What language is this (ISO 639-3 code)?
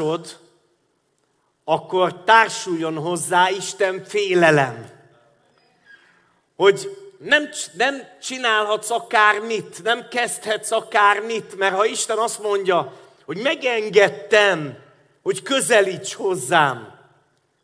hun